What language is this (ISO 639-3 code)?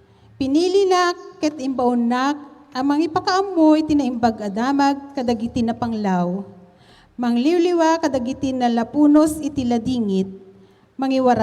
ilo